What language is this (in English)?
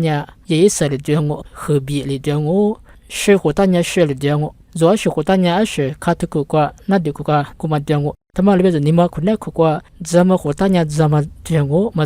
Lisu